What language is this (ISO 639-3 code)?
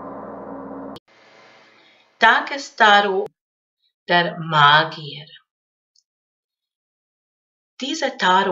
deu